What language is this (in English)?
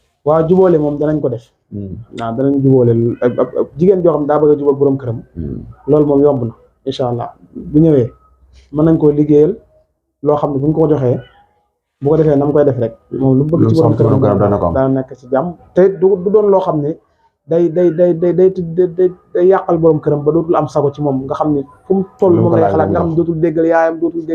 Wolof